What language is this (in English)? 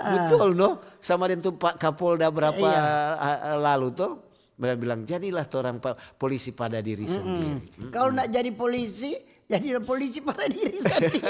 Manado Malay